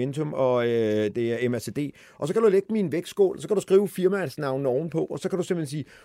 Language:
Danish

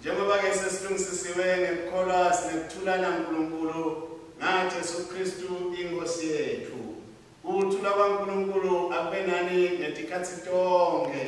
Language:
Swati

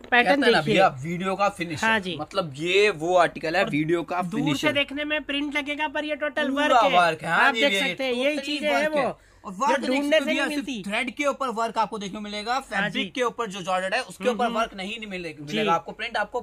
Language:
Hindi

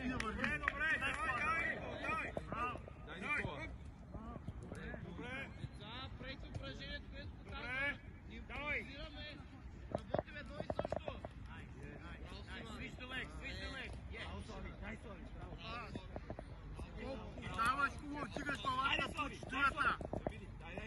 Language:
Bulgarian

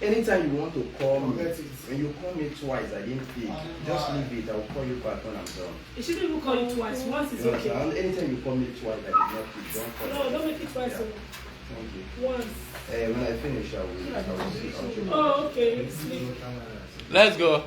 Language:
Nigerian Pidgin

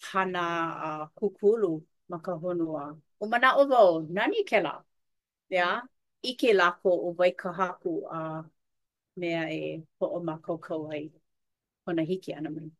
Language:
Hawaiian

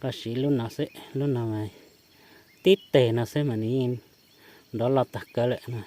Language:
Hmong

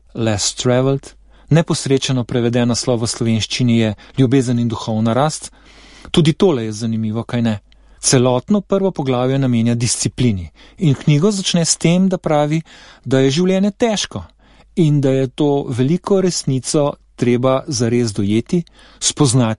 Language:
Slovenian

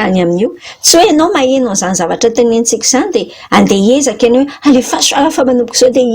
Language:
Malagasy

